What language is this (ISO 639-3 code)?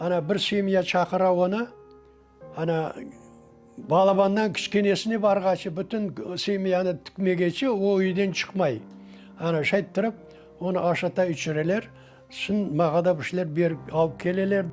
crh